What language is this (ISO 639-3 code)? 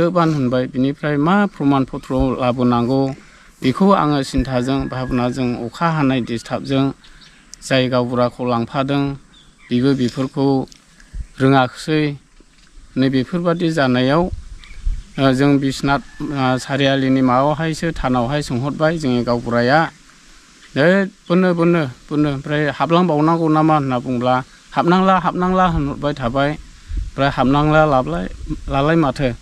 brx